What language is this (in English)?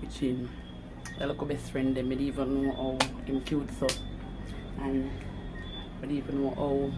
Jamaican Creole English